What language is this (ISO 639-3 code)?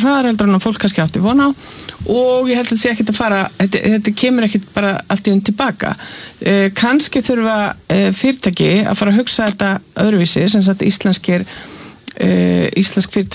isl